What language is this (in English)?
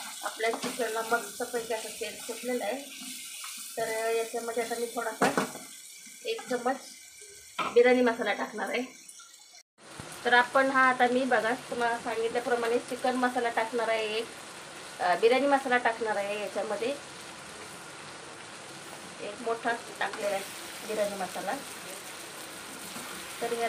Marathi